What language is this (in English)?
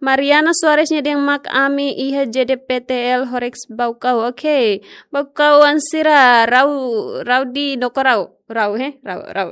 Tetum